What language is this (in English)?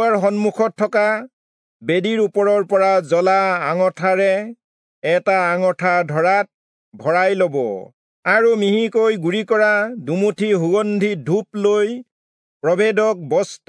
Assamese